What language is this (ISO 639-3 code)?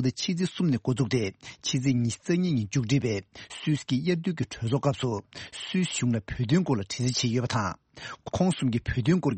bod